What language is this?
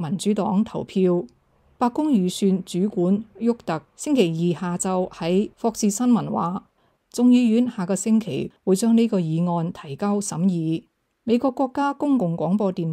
Cantonese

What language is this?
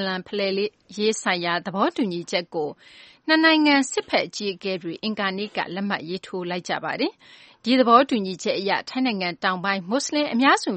Burmese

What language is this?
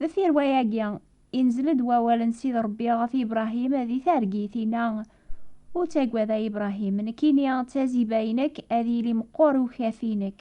Kabyle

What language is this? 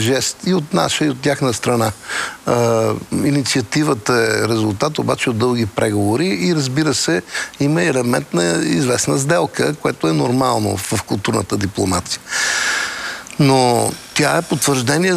Bulgarian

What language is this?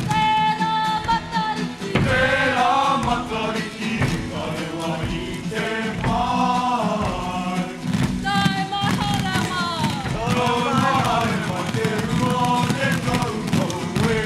Māori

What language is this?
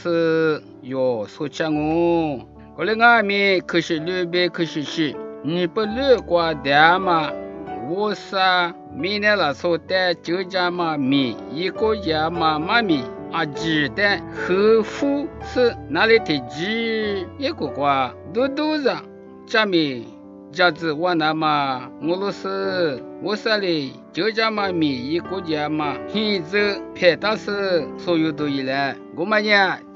Lisu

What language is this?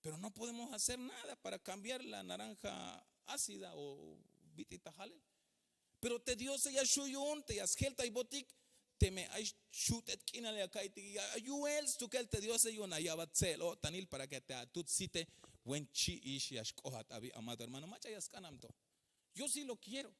Tzeltal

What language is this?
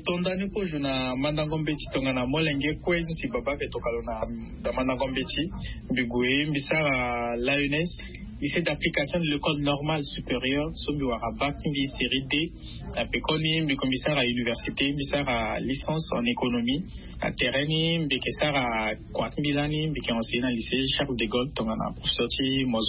Sango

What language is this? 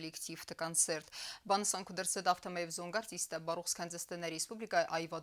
Ossetic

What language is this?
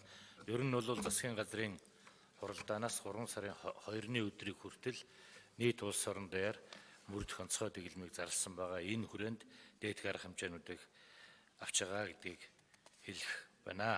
Mongolian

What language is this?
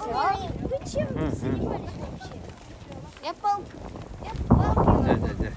Yakut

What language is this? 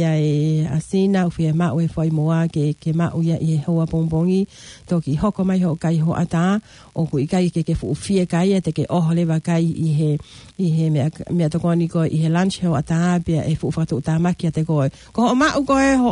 Tongan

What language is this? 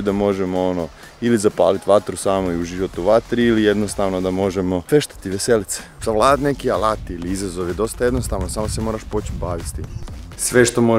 Croatian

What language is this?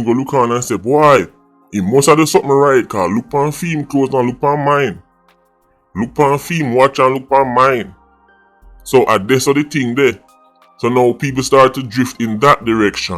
Jamaican Creole English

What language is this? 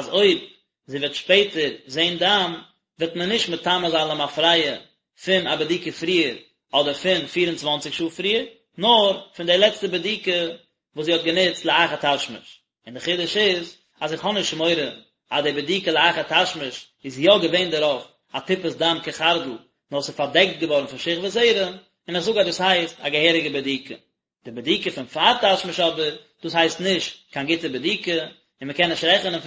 Yiddish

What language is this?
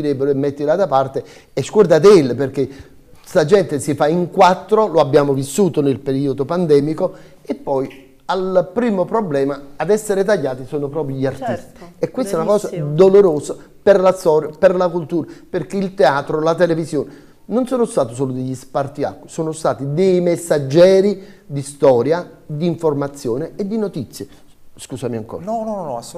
Italian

